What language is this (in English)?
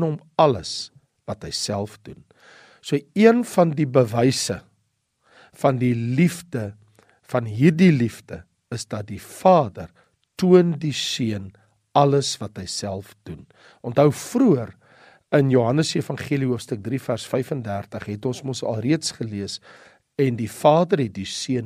Afrikaans